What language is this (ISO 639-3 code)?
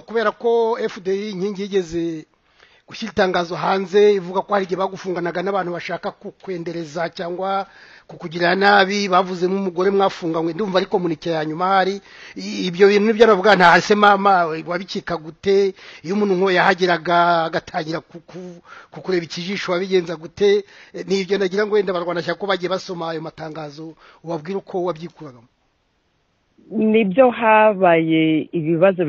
kin